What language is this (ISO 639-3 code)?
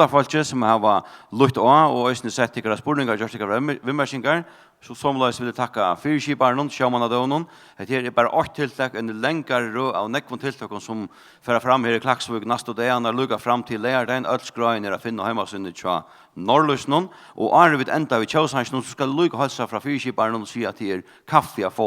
fao